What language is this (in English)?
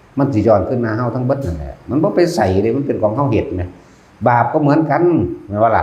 Northeastern Thai